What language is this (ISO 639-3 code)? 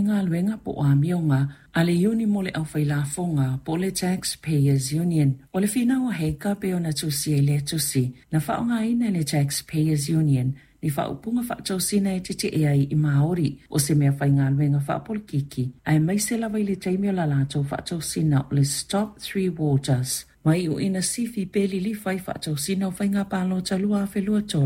smo